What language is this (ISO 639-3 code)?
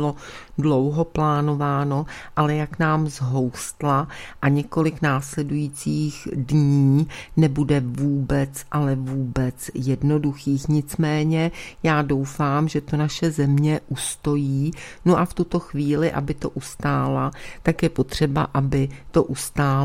ces